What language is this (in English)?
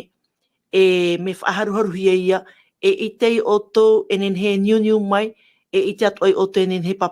Tahitian